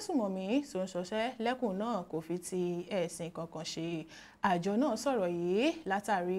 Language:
Yoruba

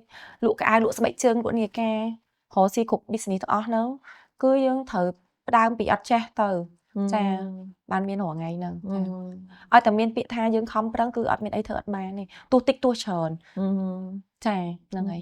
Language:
Khmer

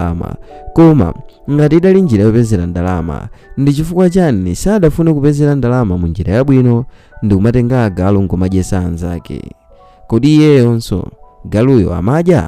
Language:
Nyanja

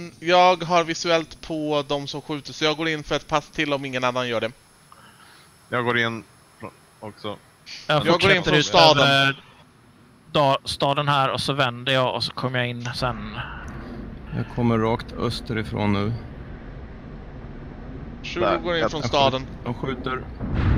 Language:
Swedish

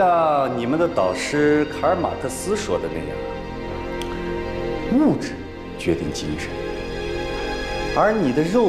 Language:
Chinese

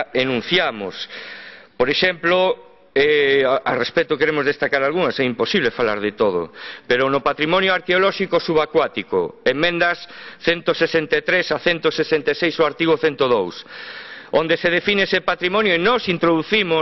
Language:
Galician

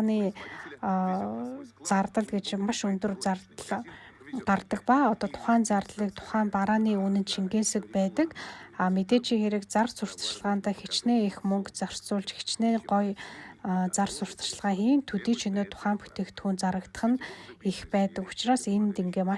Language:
Mongolian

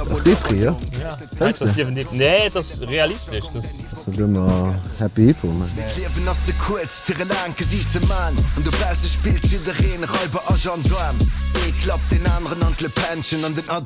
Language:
Luxembourgish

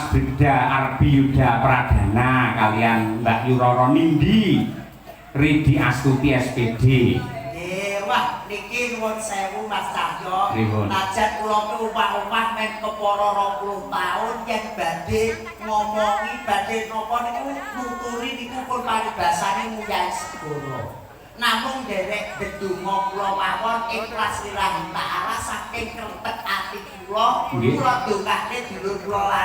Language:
Javanese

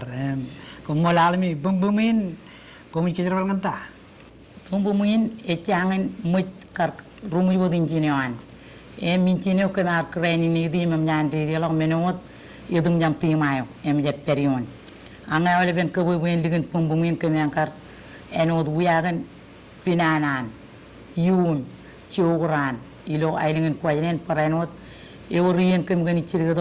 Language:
Marshallese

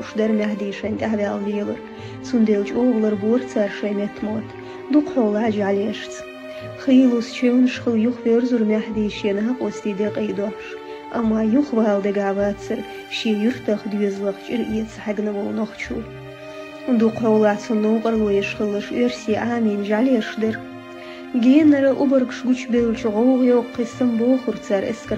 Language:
Chechen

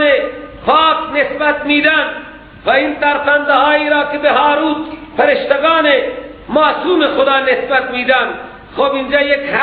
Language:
Persian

